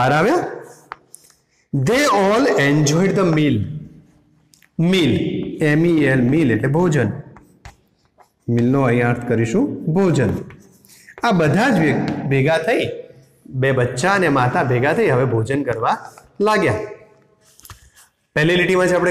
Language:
Gujarati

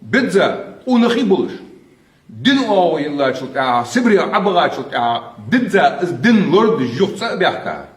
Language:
Ingush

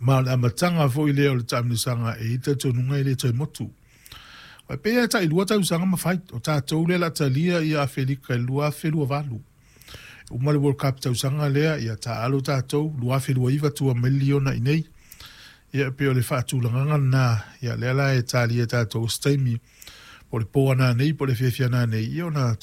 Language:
Samoan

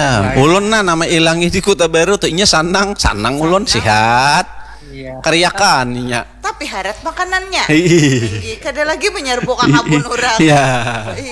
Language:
Banjar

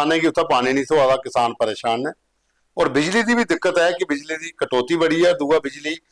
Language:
Dogri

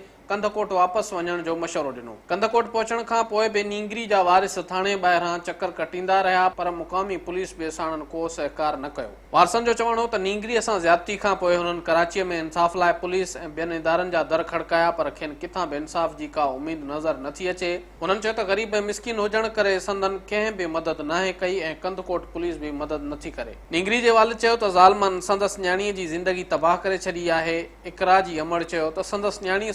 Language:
Sindhi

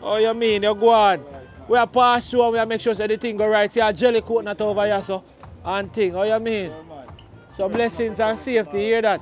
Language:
Jamaican Creole English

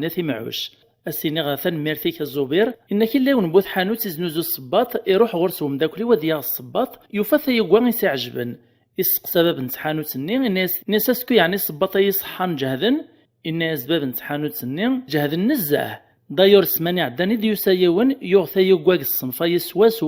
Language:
Kabyle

